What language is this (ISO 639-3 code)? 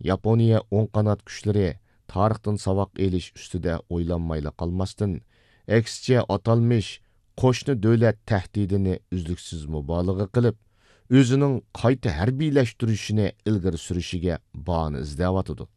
uig